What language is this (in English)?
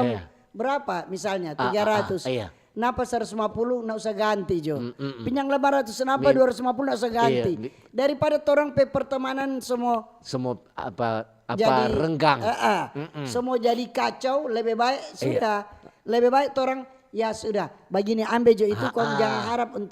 Manado Malay